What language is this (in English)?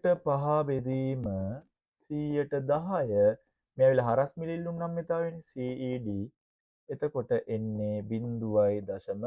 Sinhala